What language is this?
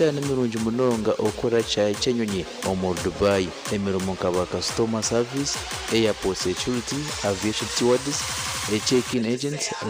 Nyankole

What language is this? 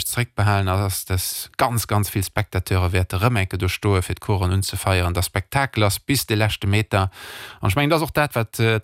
Luxembourgish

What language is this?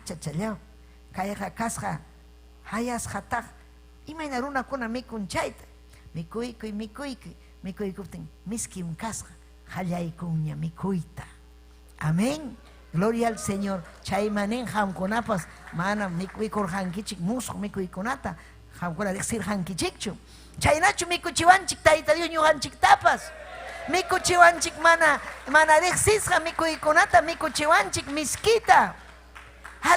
Ayacucho Quechua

